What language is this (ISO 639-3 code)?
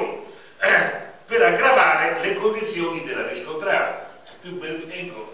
ita